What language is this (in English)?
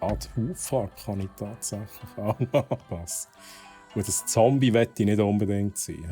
Swiss German